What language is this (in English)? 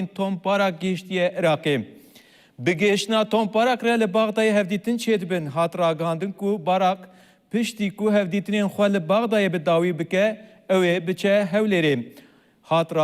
Kurdish